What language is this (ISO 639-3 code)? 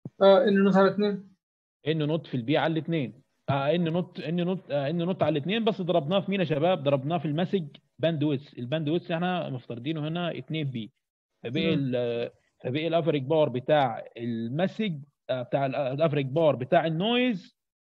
arz